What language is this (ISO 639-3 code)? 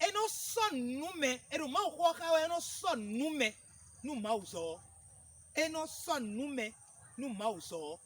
fon